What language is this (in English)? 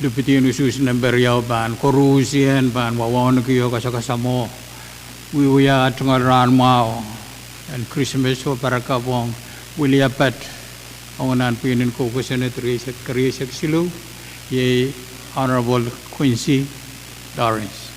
Pohnpeian